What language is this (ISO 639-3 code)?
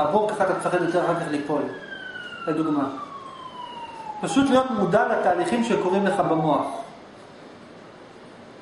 heb